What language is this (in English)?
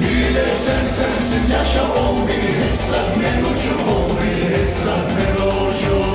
Kumyk